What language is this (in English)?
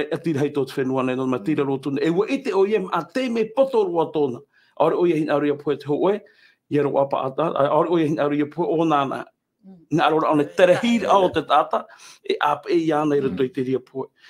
Tahitian